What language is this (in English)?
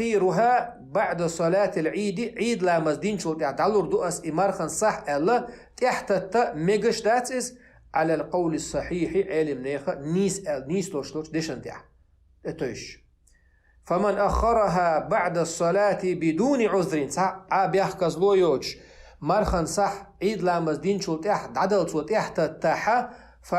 Chechen